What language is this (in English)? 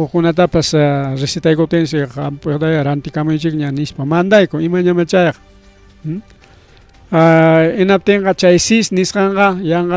Ayacucho Quechua